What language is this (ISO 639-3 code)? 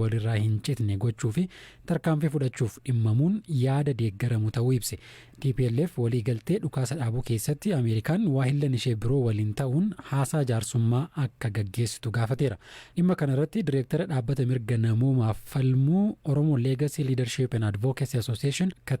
orm